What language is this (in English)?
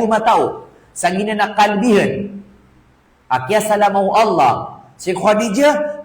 Maranao